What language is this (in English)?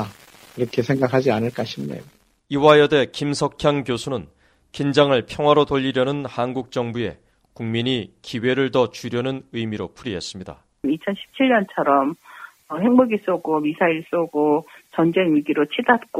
Korean